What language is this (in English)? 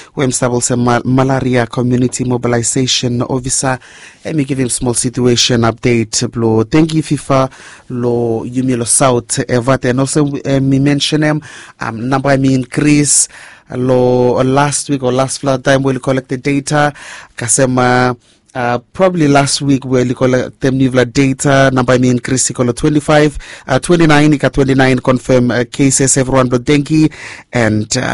Bislama